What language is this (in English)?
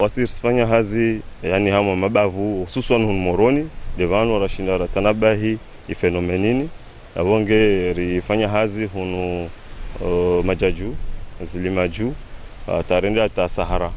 Ngazidja Comorian